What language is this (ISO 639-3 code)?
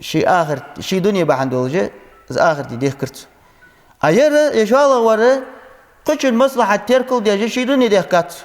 inh